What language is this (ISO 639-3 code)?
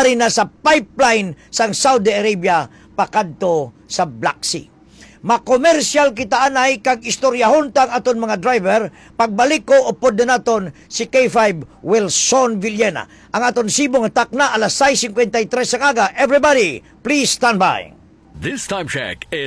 hil